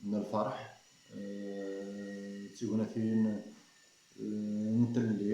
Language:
Kabyle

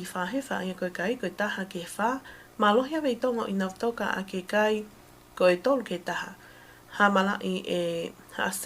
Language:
Tongan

